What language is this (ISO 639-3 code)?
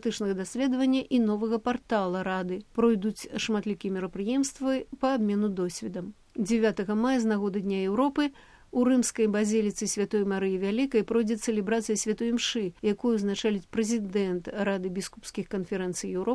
bel